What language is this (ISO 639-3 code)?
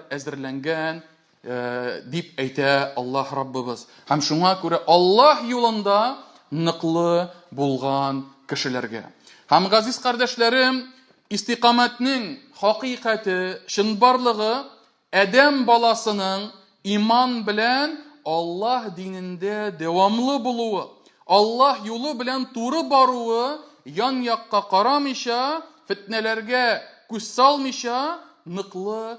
tat